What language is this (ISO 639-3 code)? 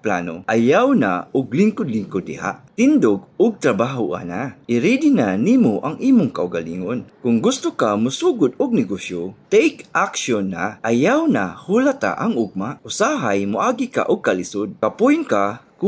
ceb